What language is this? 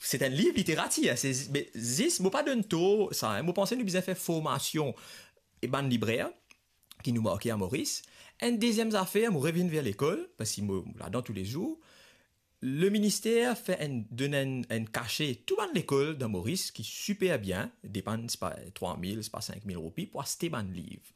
Morisyen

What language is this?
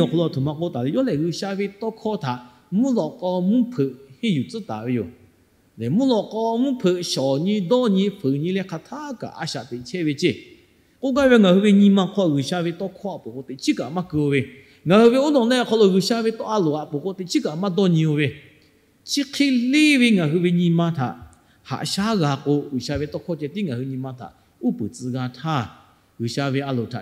Lahu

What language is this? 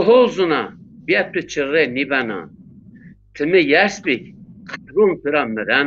Zaza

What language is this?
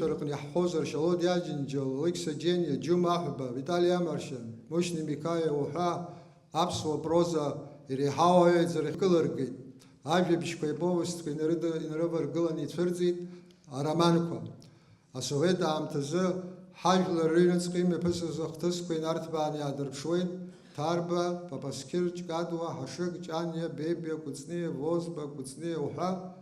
Abkhazian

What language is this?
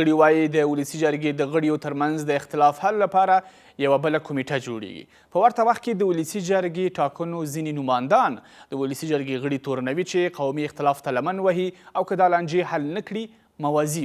Pashto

